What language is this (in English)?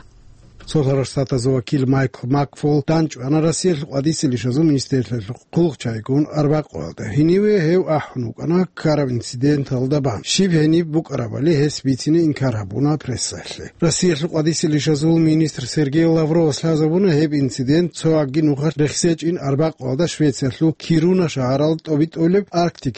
Avaric